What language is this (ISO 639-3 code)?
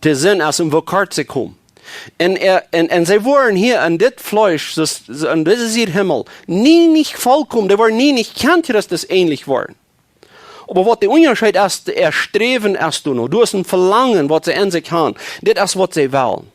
pdt